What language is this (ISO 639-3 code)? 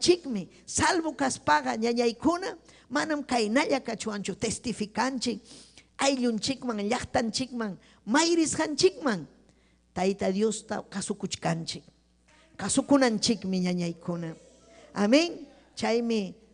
quy